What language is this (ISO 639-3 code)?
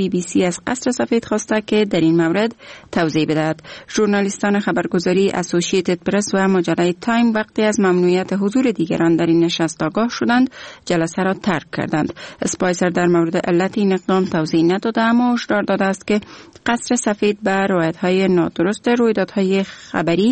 fas